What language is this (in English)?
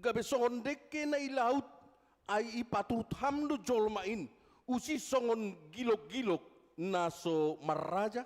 Batak Simalungun